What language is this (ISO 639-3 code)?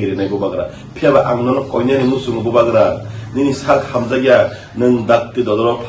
trp